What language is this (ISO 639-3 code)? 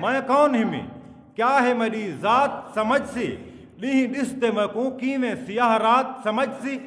skr